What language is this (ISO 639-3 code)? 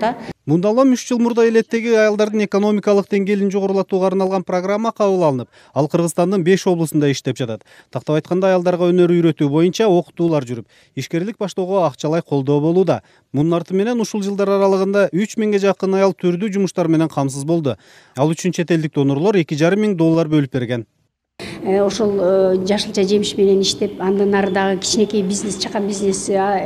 kir